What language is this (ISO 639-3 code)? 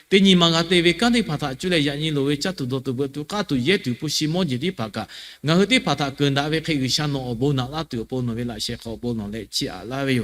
lhu